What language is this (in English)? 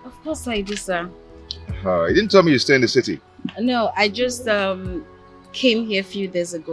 Nigerian Pidgin